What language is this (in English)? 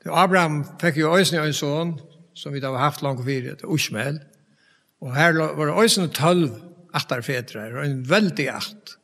Faroese